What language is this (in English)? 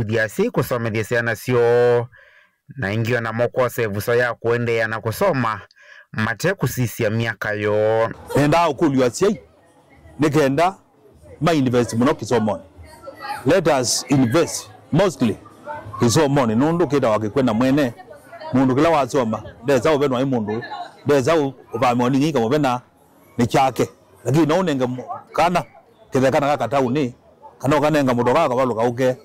Kamba